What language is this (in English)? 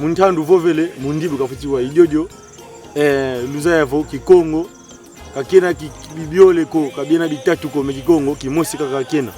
Kongo